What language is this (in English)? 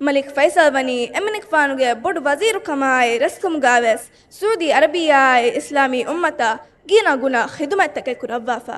Divehi